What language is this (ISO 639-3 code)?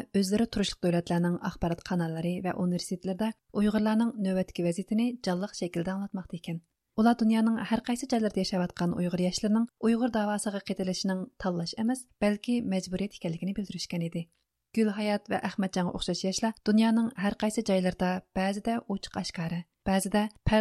uig